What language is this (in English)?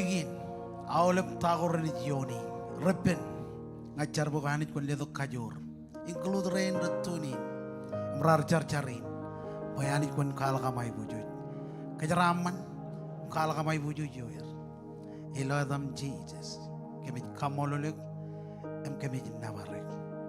Marshallese